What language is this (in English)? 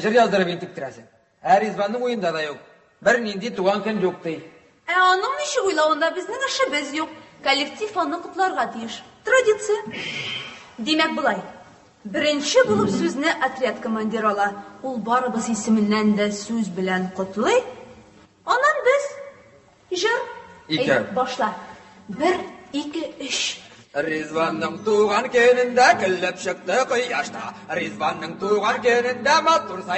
Tatar